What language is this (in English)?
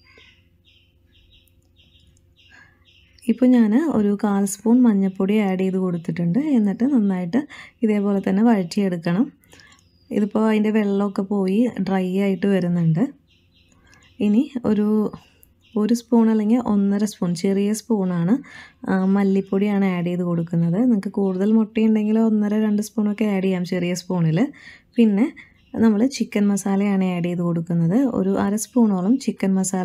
Malayalam